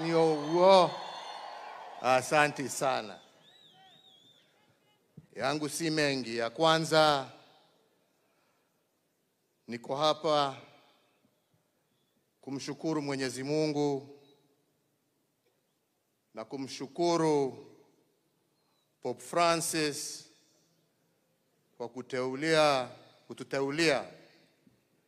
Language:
Swahili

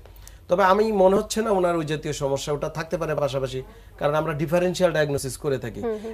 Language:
Bangla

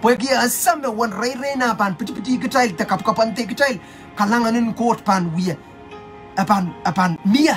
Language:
Pohnpeian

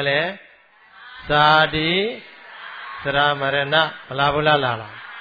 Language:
Burmese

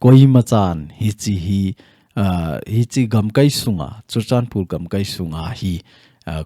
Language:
Thado Chin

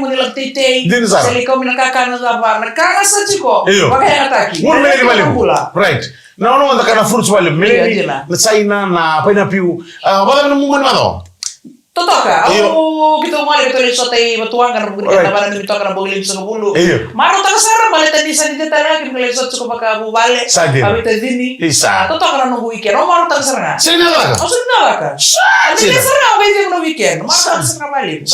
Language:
Fijian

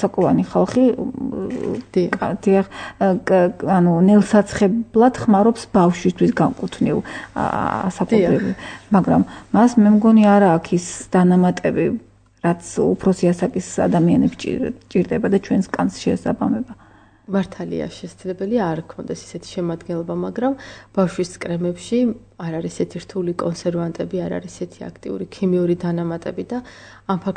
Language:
Georgian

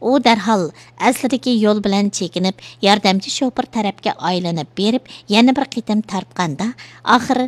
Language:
Uyghur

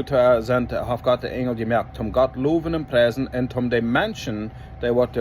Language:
Plautdietsch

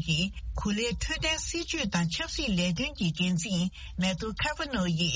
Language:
Tibetan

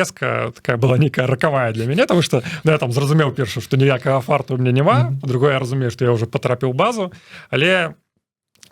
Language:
Belarusian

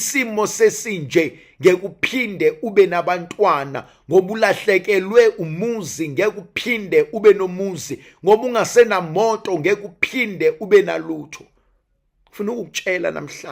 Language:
Zulu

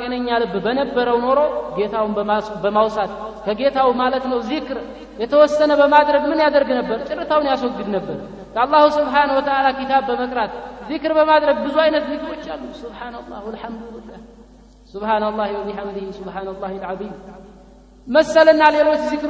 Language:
Amharic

